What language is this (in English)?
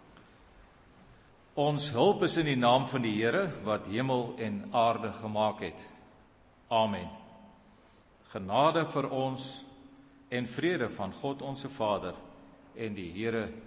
Afrikaans